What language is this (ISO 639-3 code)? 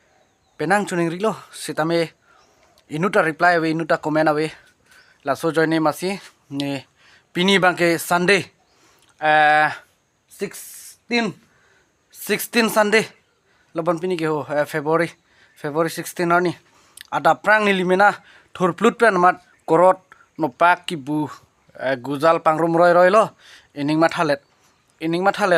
mjw